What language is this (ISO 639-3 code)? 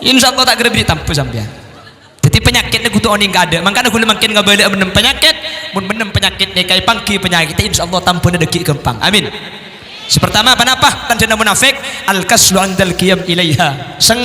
mad